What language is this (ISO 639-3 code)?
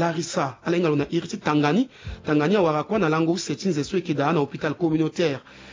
sag